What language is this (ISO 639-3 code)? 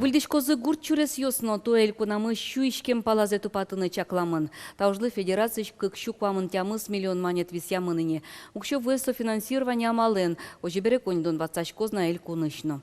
udm